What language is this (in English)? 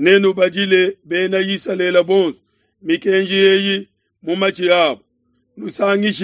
Luba-Lulua